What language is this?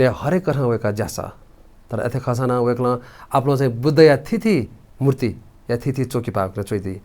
Newari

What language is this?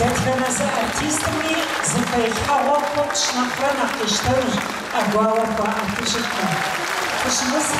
Kabardian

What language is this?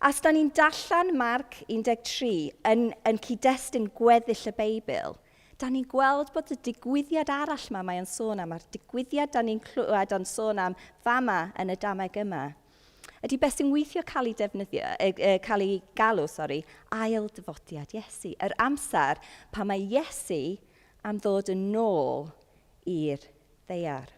Welsh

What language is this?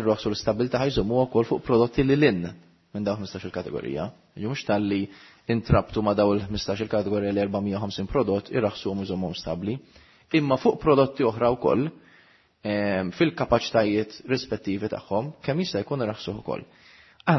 Maltese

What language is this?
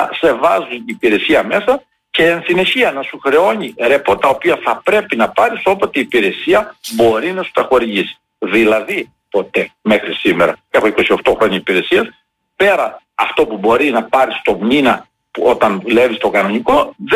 Greek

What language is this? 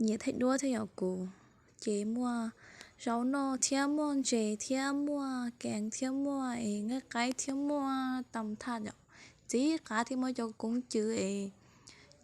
Hmong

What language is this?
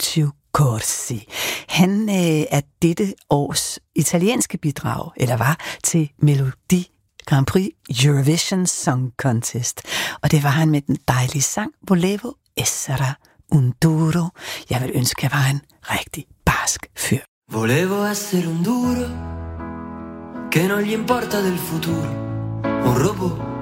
Danish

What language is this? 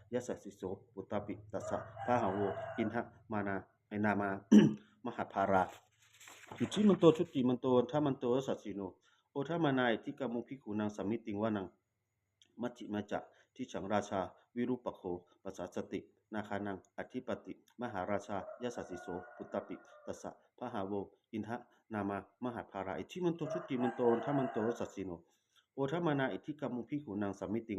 Pali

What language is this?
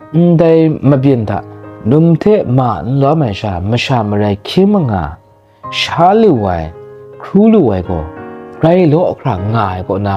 Kachin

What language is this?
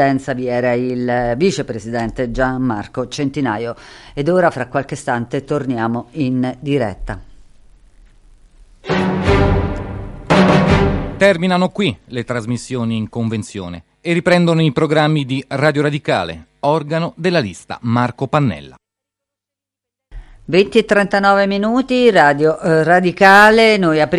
Italian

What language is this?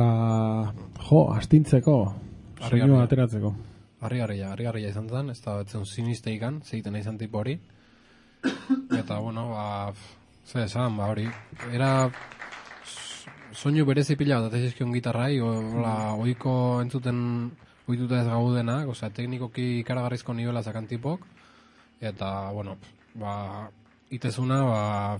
Basque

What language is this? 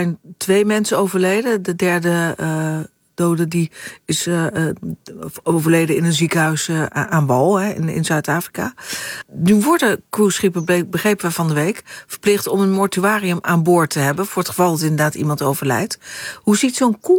Dutch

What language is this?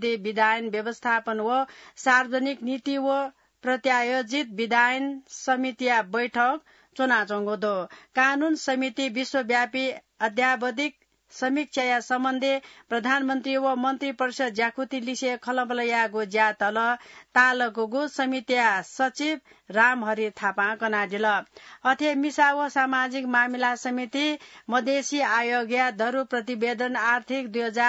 Newari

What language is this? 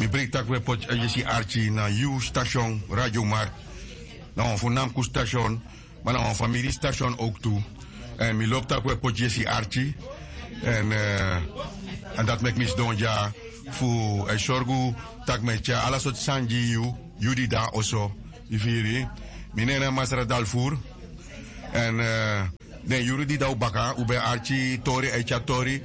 Sranan Tongo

